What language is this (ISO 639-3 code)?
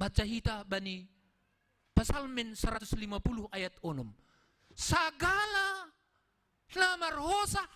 bts